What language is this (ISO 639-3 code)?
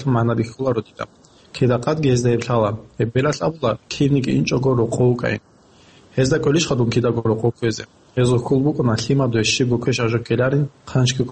ava